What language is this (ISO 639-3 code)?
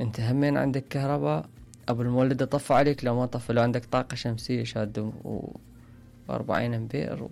acm